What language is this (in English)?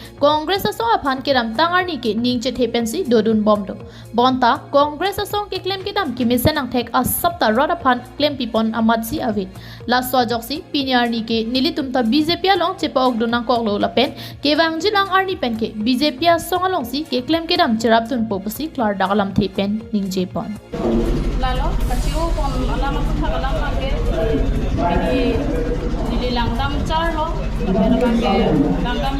Karbi